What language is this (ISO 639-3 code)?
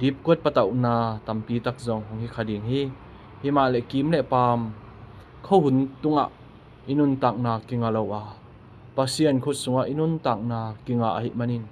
ctd